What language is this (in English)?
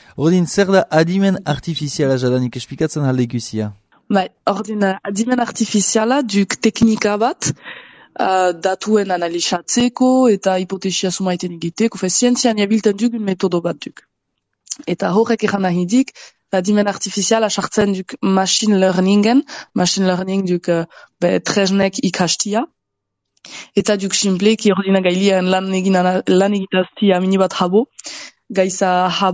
Basque